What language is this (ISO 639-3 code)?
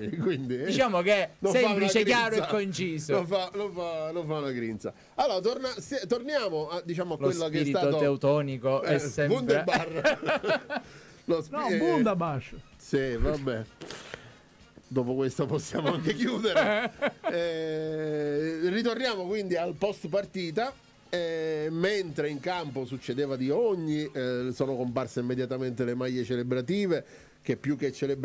ita